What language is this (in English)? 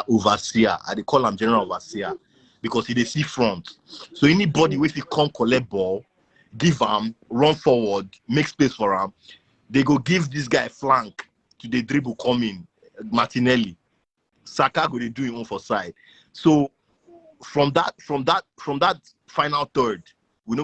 Nigerian Pidgin